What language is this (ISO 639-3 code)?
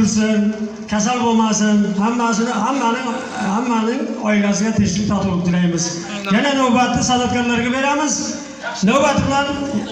uzb